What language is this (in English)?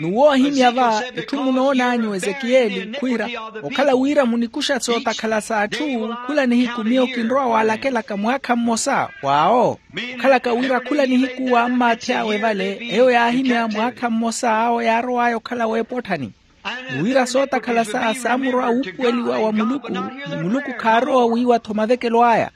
Makhuwa